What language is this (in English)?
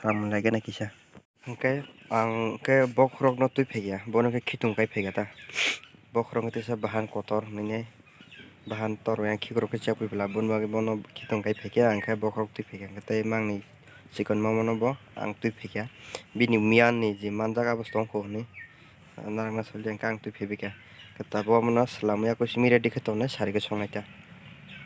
Kok Borok